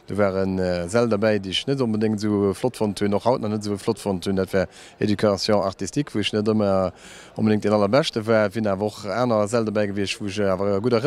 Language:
Luxembourgish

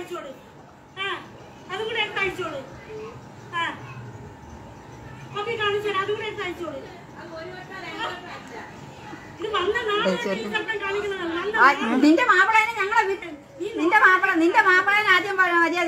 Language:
Malayalam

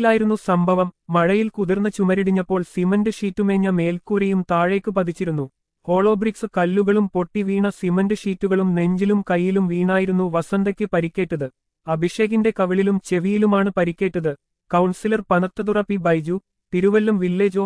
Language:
Malayalam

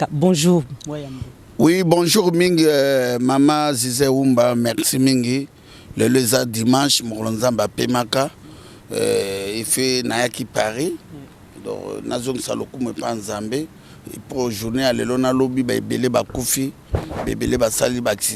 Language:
Lingala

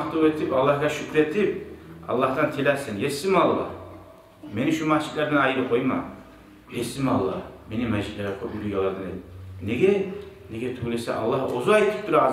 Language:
Kumyk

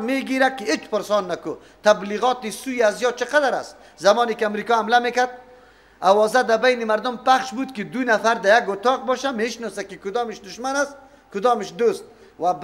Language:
Persian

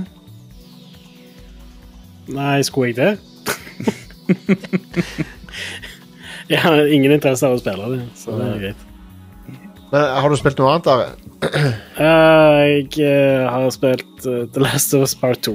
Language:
Norwegian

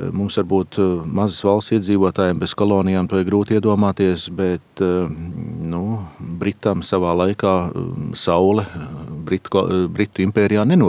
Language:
Latvian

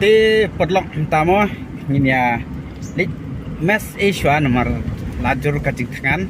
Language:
Khasi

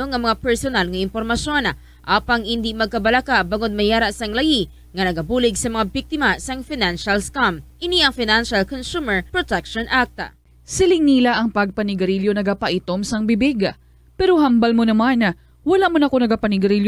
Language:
Hiligaynon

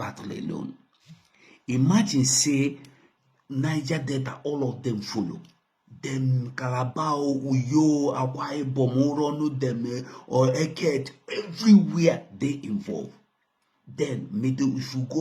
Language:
Nigerian Pidgin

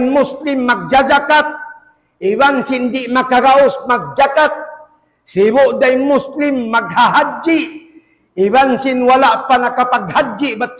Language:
Tausug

